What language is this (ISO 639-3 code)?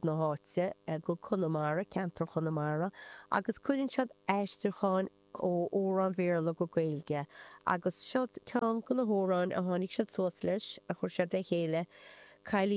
gle